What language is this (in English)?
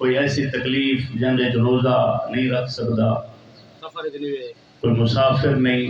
Saraiki